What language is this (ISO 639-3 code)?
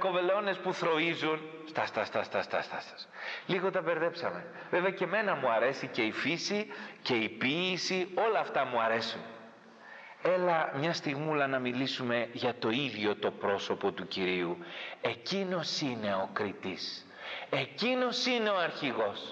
ell